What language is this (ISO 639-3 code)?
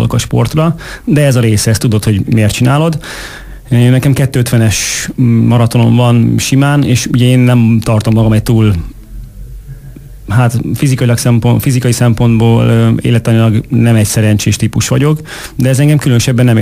hun